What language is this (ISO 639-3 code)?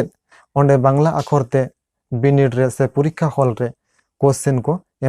sat